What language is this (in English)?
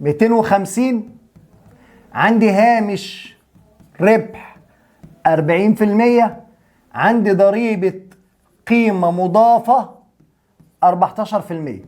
Egyptian Arabic